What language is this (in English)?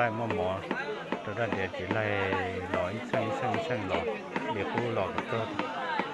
Hmong